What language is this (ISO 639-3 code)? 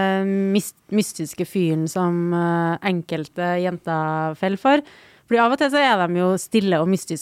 nor